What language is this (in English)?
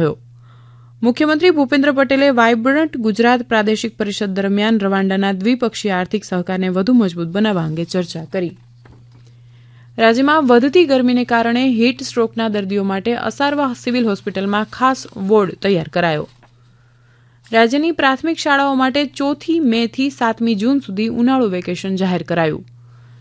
Gujarati